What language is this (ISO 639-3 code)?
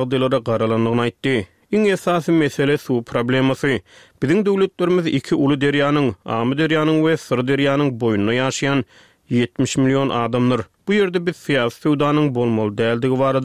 tuk